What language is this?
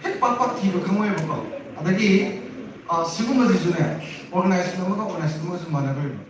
Manipuri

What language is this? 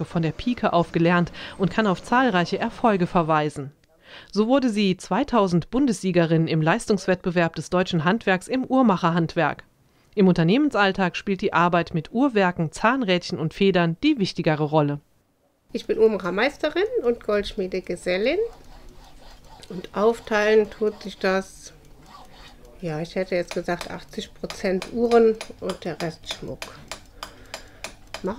German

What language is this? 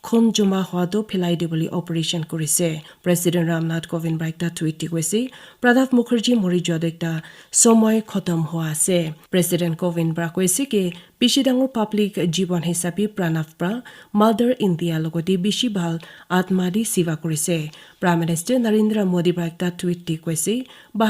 Naga Pidgin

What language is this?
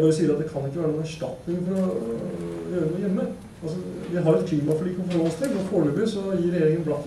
Norwegian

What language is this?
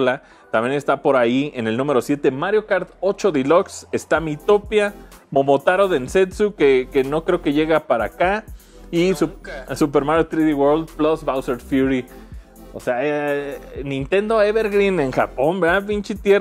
Spanish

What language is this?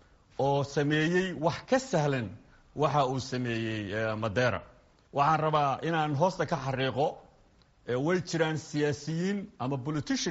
Somali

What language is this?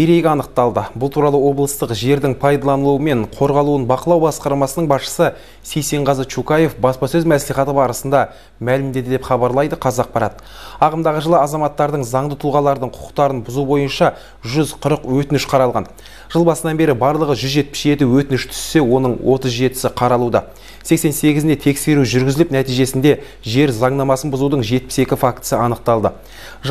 Kazakh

